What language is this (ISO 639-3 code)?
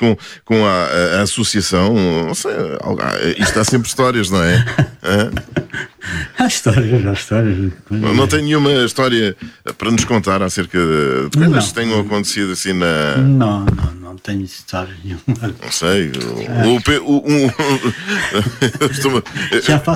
por